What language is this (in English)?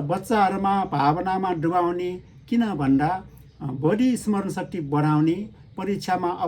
Nepali